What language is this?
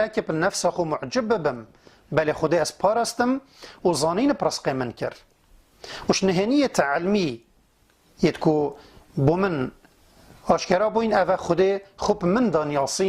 Kurdish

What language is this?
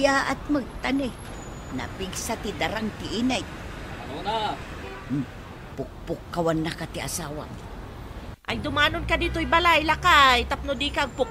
Iloko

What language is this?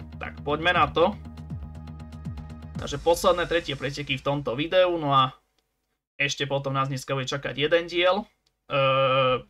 Slovak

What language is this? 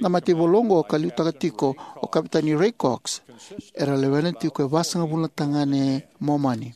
Fijian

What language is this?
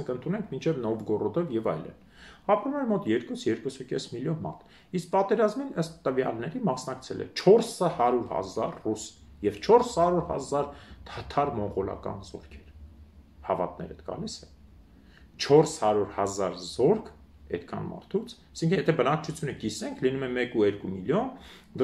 Armenian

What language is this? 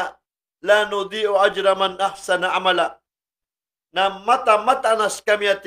Maranao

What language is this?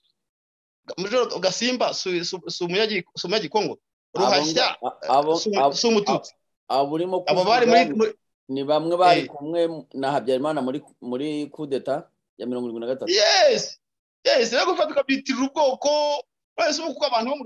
Kinyarwanda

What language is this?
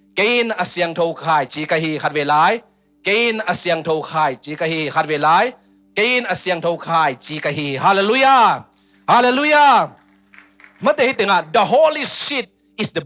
Tedim Chin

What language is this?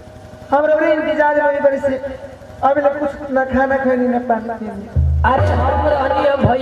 Bhojpuri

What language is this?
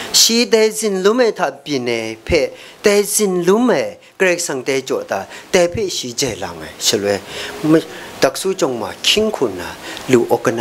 Kachin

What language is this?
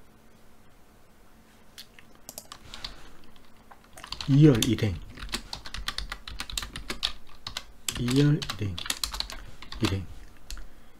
Korean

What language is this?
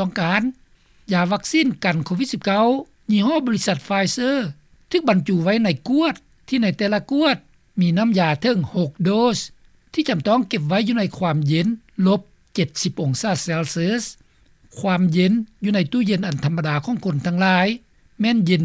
Lao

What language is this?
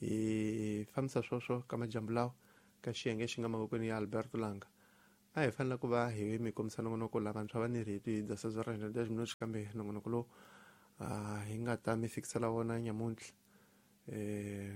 Tsonga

